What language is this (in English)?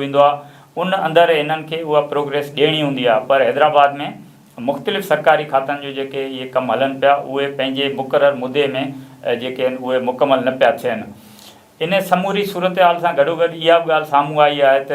Sindhi